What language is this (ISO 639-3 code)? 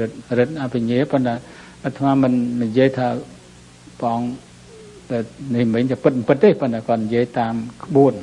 khm